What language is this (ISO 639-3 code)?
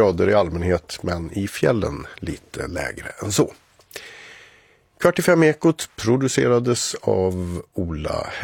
swe